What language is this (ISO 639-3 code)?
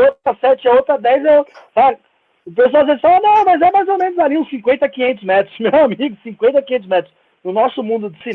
por